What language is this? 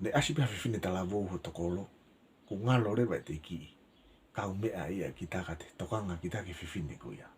Tongan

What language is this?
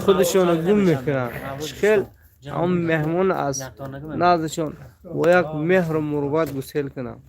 Tajik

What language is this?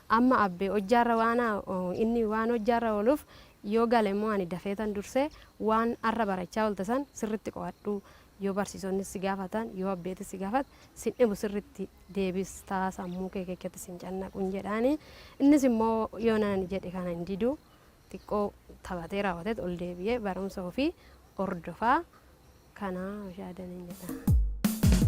Oromo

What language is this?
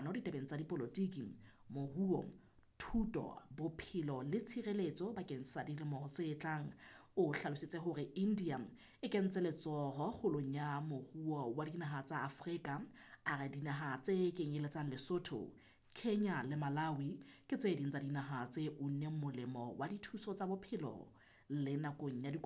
Southern Sotho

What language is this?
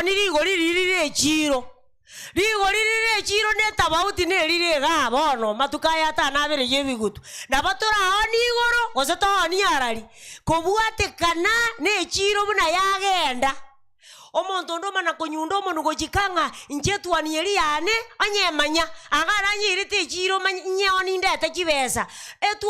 Gusii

